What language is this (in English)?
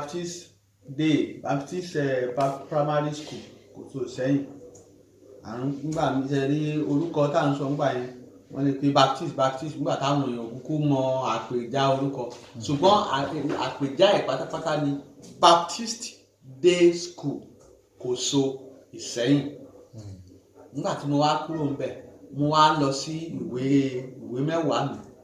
Yoruba